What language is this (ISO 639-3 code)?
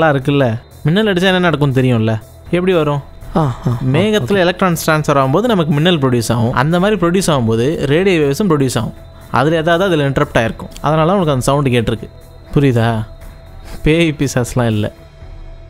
tam